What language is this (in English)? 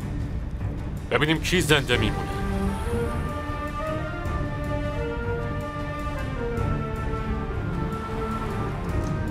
Persian